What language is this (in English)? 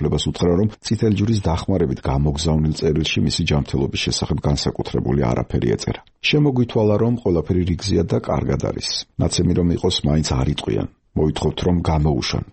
Georgian